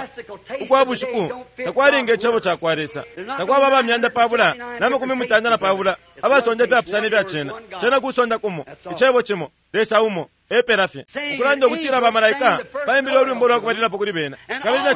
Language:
Bemba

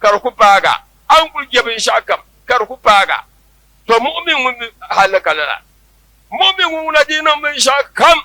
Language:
Dagbani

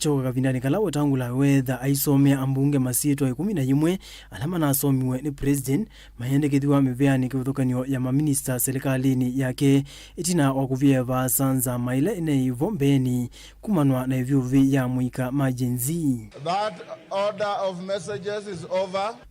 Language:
Kamba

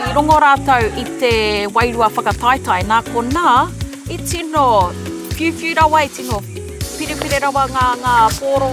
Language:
Māori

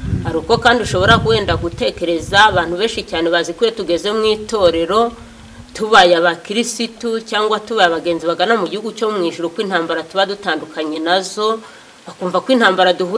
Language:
Kinyarwanda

